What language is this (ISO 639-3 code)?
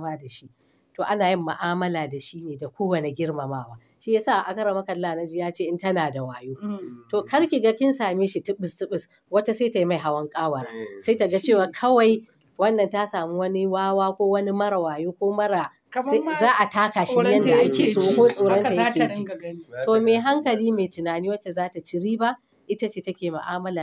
hau